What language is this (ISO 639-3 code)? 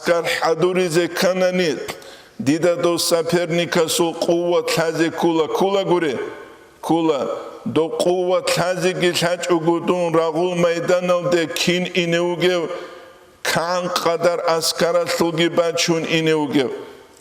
ava